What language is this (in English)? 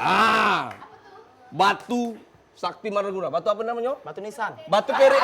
Musi